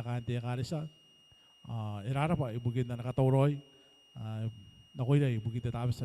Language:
Gilbertese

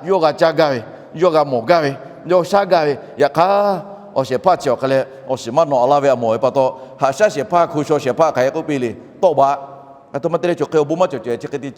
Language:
Lahu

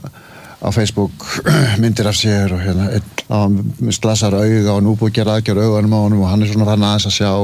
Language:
Icelandic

